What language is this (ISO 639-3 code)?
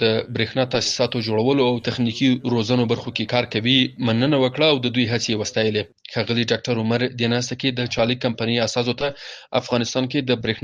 pus